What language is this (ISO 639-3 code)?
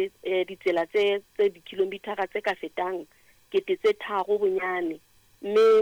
sot